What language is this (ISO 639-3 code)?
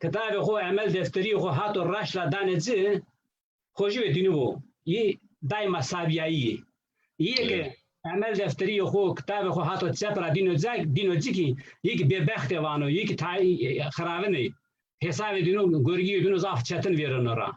zza